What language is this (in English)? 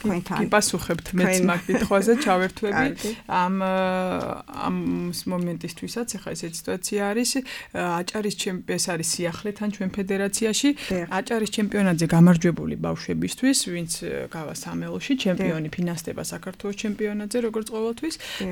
Georgian